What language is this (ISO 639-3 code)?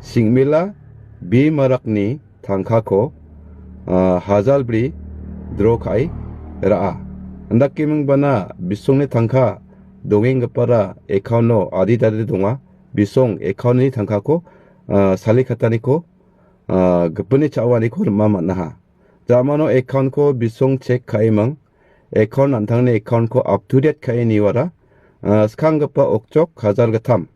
grt